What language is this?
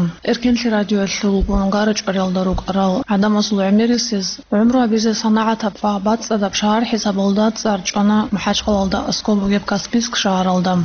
Avaric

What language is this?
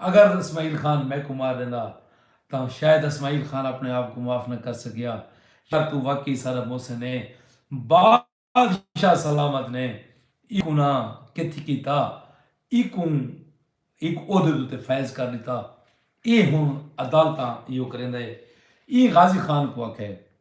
Saraiki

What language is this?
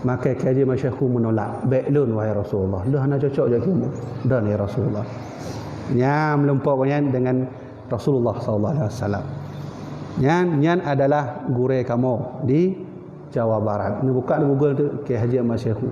Achinese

